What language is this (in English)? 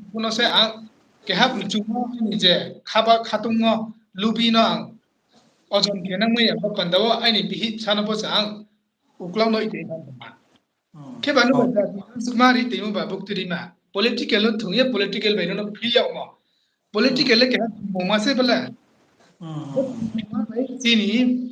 Riang (India)